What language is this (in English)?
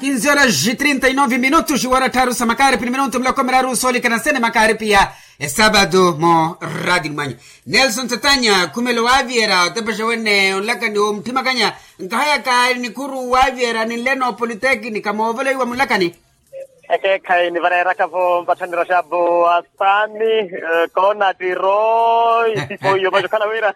Makhuwa